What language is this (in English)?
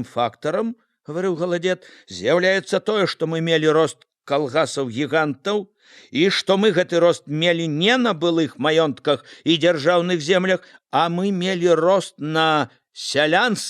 Belarusian